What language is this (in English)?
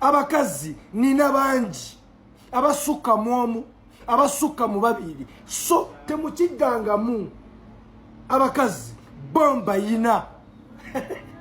Ganda